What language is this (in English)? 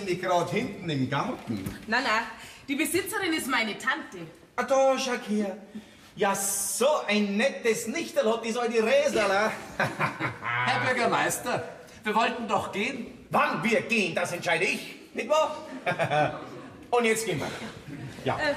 Bavarian